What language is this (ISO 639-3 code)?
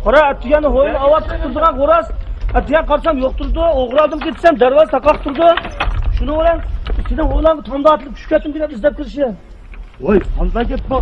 uig